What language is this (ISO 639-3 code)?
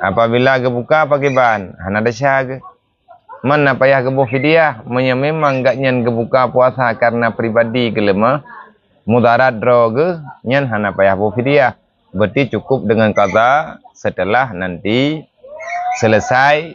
ace